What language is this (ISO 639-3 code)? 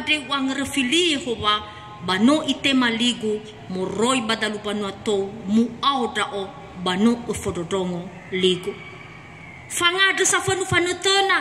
nia